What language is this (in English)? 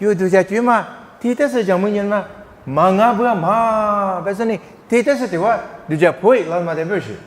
Lisu